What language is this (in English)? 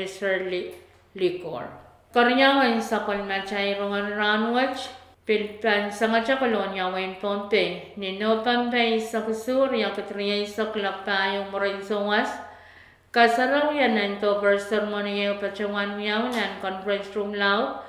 Pohnpeian